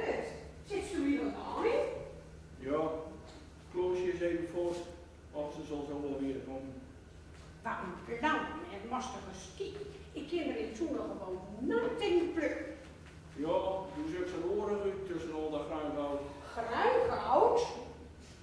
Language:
Gronings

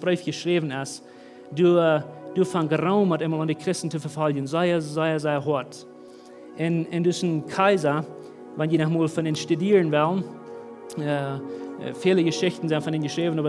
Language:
Plautdietsch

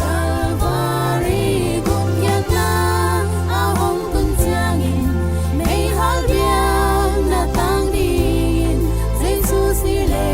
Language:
Tedim Chin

